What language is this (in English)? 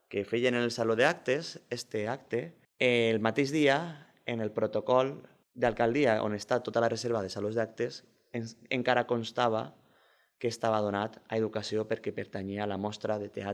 Catalan